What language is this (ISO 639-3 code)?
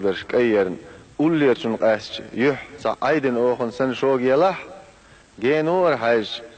che